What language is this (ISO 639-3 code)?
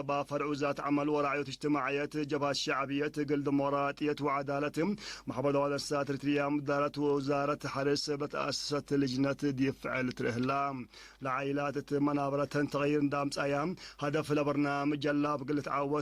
tig